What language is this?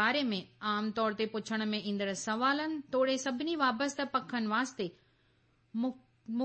Sindhi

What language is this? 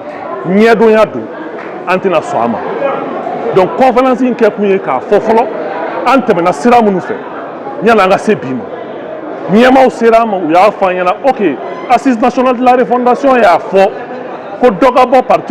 Bambara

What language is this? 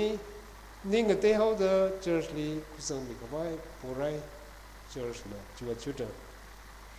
Tangkhul Naga (India)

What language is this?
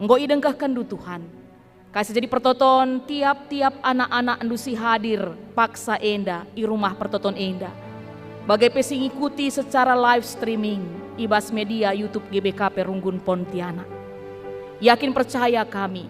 Batak Karo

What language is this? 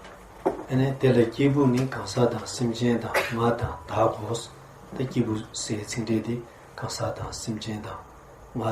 Tibetan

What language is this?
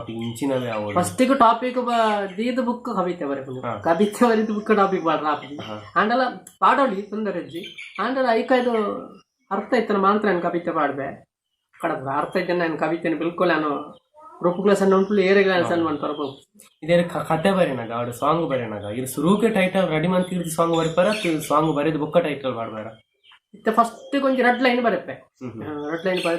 Tulu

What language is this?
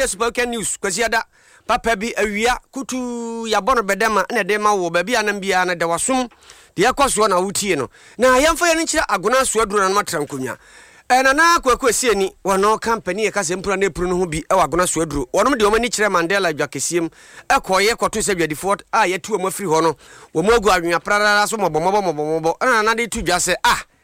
Akan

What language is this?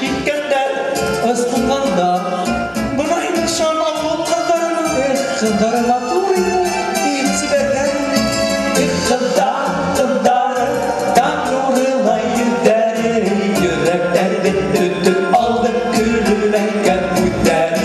Bashkir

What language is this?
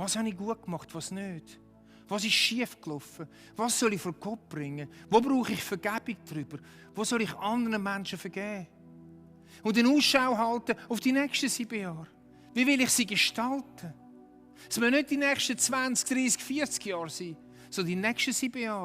Swiss German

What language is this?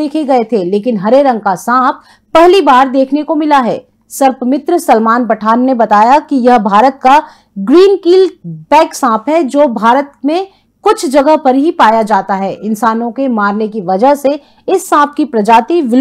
Hindi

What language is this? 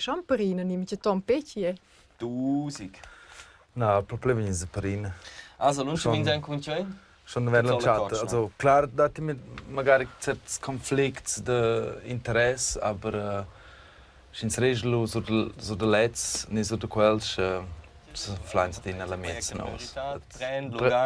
Romansh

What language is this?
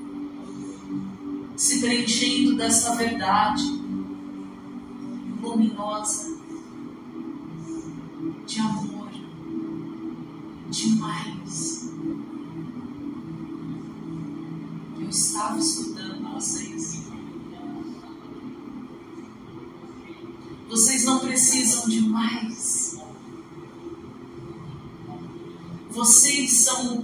Portuguese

